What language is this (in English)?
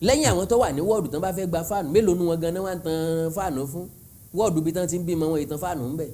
Yoruba